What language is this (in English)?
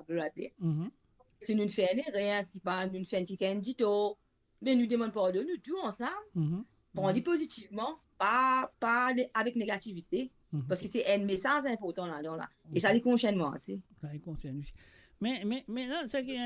Morisyen